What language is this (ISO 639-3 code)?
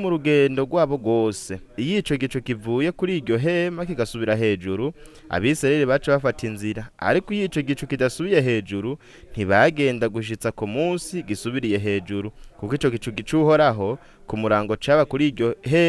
run